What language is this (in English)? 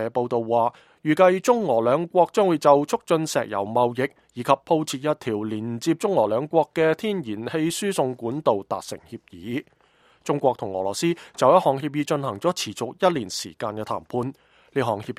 Cantonese